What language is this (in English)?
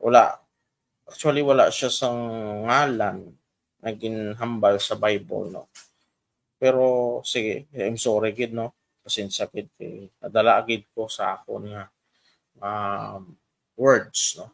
Hiligaynon